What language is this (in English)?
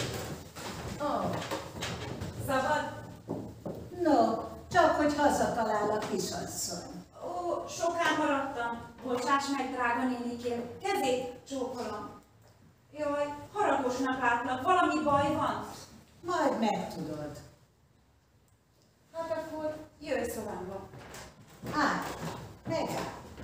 Hungarian